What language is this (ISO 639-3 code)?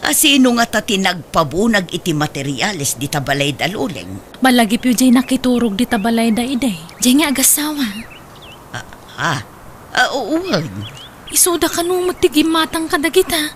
ilo